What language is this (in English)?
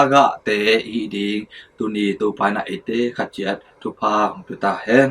Tedim Chin